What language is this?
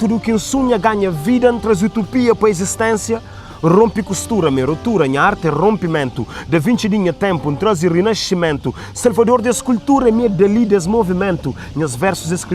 Kabuverdianu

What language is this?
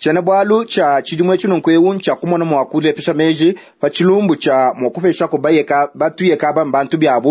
Luba-Lulua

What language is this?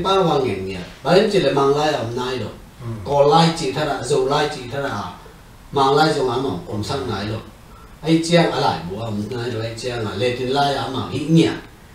Tedim Chin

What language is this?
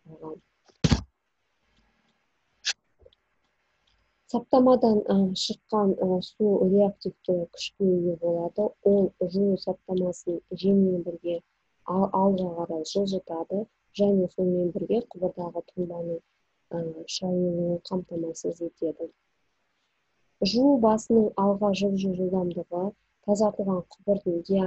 Kazakh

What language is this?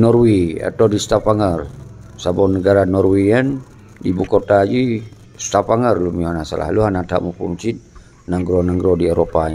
Achinese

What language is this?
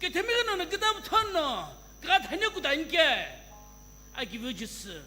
Sumi Naga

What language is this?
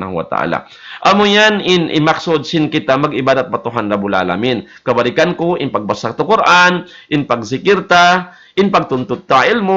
Tausug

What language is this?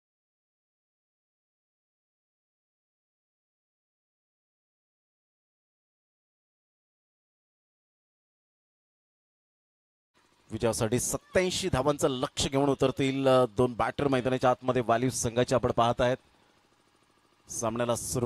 Marathi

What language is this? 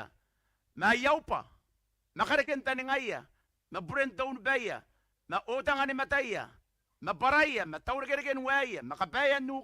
Gilbertese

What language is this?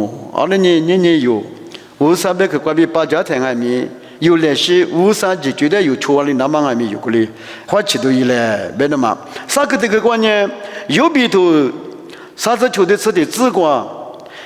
Lisu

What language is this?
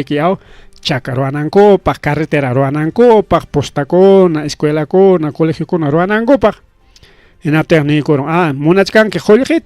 Ayacucho Quechua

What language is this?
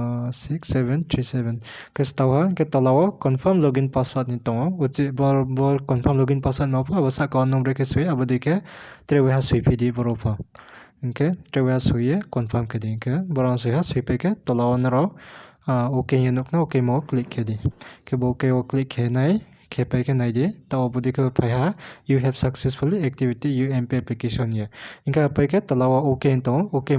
Riang (India)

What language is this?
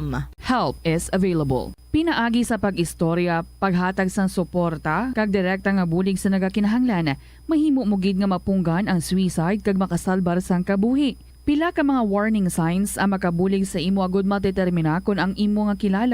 Hiligaynon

